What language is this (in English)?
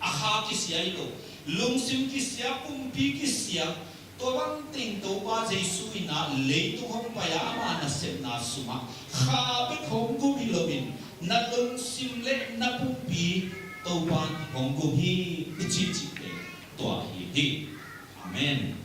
Tedim Chin